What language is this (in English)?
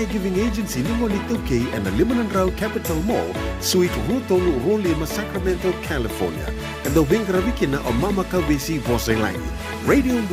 Fijian